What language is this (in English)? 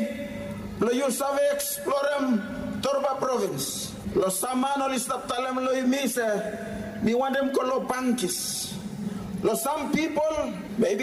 Bislama